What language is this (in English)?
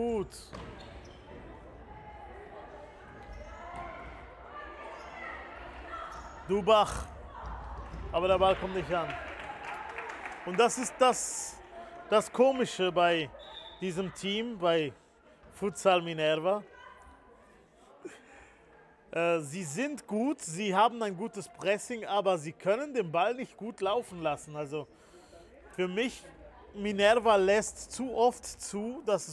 German